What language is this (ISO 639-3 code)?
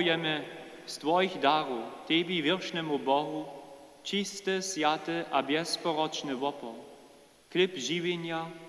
hsb